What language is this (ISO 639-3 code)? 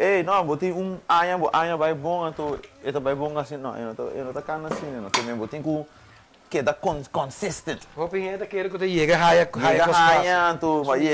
pap